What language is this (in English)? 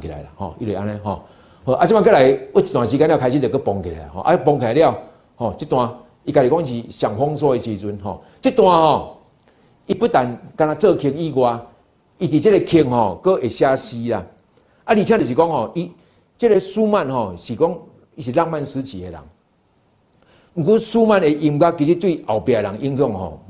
Min Nan Chinese